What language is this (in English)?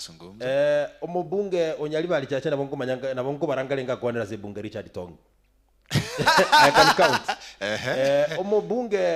Gusii